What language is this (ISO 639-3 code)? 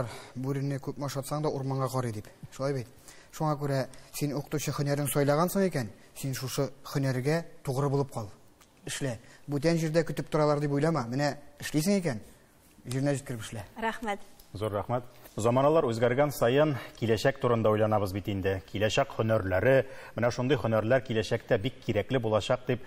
tat